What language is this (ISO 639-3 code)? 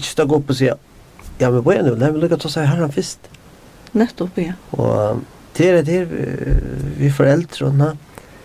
fao